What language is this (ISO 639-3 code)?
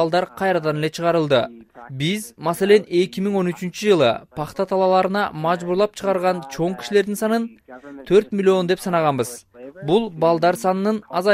kir